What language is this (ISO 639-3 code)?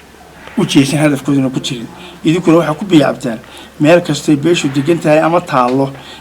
som